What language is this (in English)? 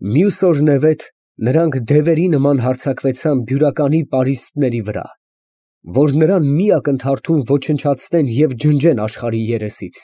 Armenian